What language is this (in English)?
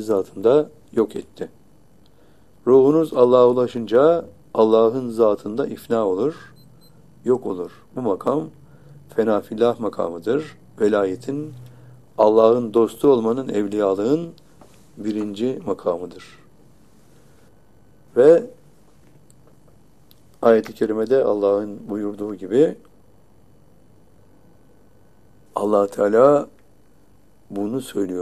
Turkish